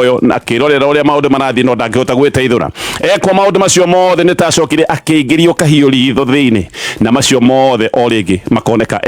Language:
Kikuyu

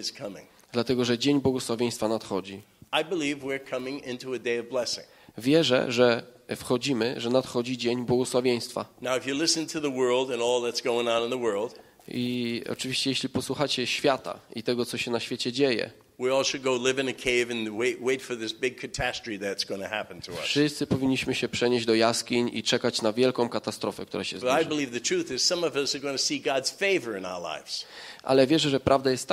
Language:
Polish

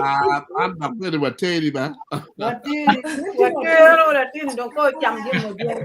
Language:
Acoli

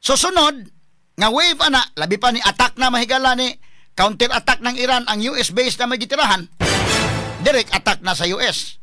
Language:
Cebuano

